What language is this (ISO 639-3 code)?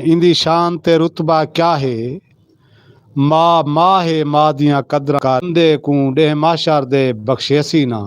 skr